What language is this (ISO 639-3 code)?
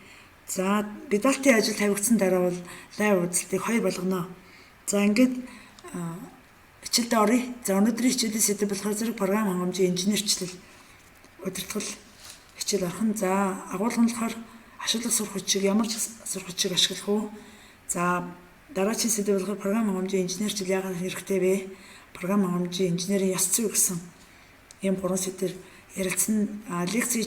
mon